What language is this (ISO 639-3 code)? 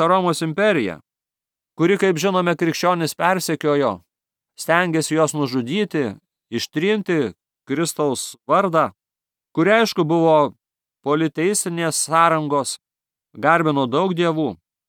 lit